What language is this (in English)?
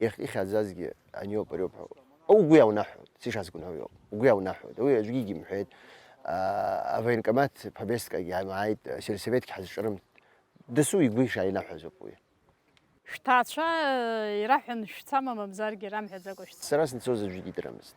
Abkhazian